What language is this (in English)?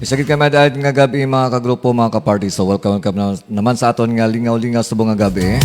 Hiligaynon